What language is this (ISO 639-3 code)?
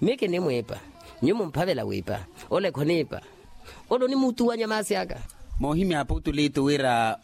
vmw